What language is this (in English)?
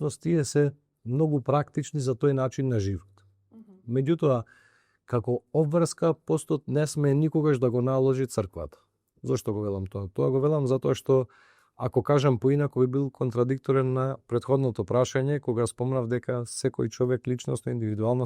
Macedonian